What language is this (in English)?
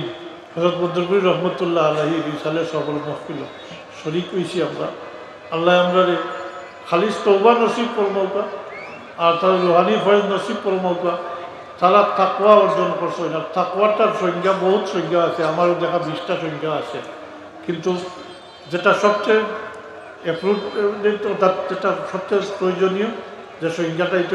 Sylheti